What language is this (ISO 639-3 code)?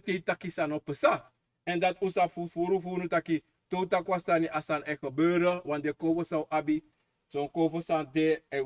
srn